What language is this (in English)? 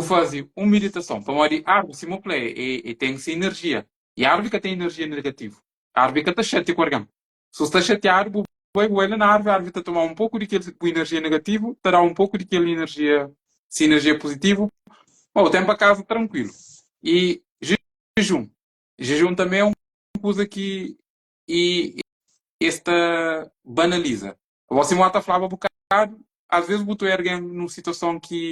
Kabuverdianu